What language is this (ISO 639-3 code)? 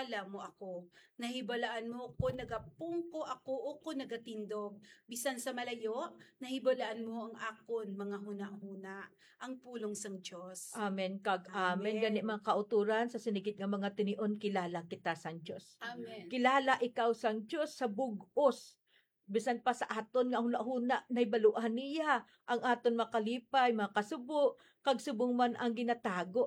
hil